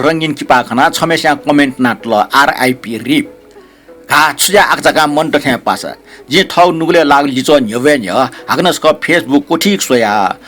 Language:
Newari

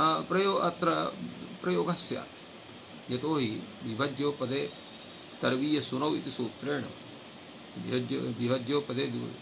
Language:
Sanskrit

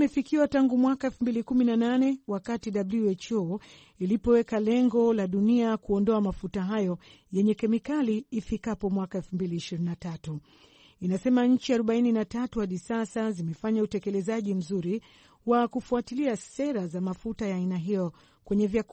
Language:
Swahili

